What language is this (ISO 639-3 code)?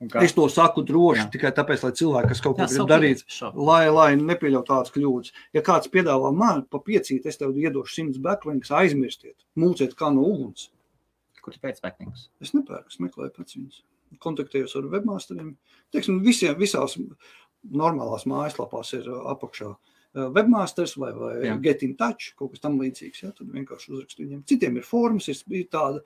lav